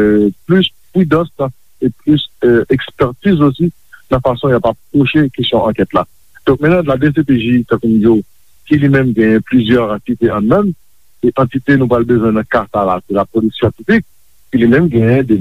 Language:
Haitian Creole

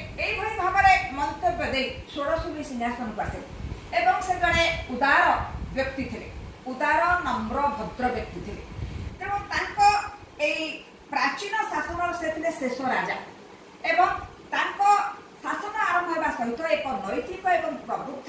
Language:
Odia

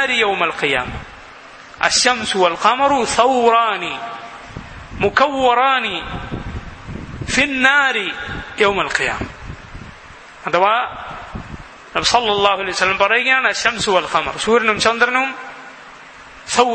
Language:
Malayalam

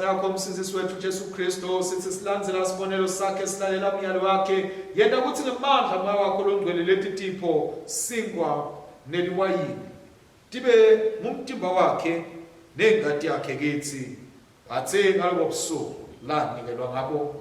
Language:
Swati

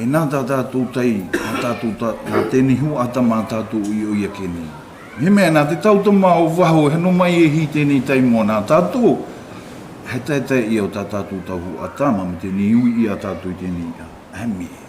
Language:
South Marquesan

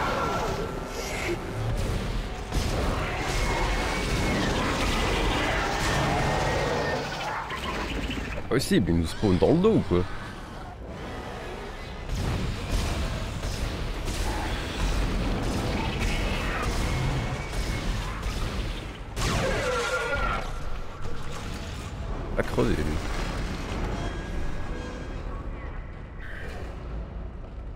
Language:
French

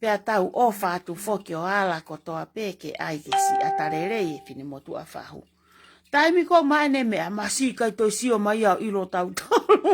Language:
Tongan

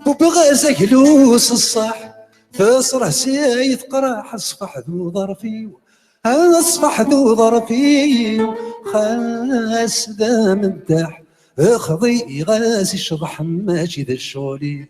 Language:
Kabyle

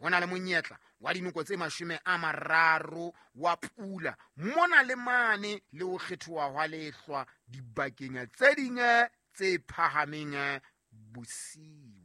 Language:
Southern Sotho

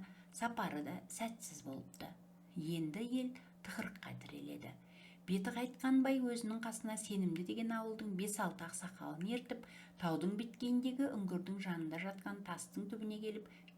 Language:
Kazakh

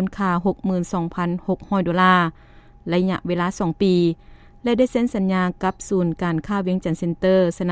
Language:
Lao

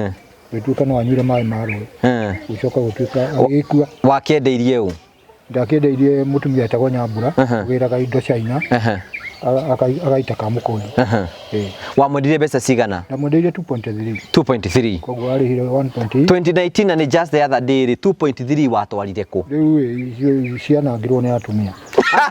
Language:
Kikuyu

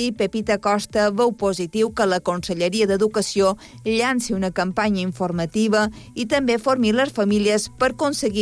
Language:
Catalan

